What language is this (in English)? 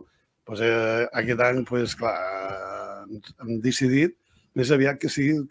Catalan